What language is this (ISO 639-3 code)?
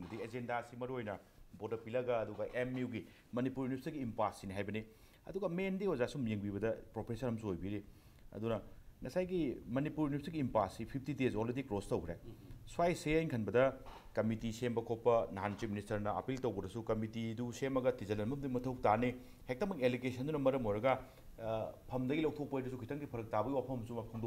mni